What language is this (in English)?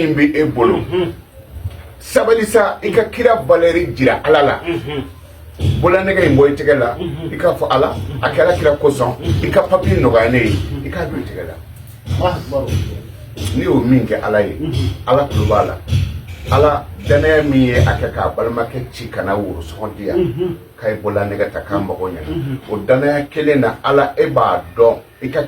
Bambara